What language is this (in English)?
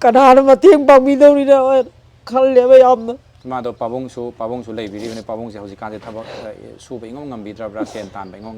Manipuri